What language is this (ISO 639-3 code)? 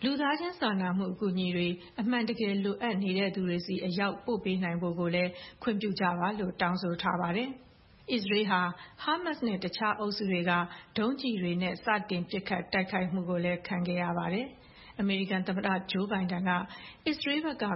mya